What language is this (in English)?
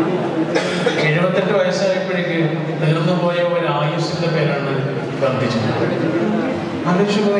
Malayalam